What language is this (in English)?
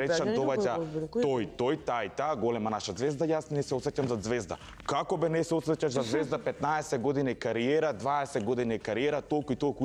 Macedonian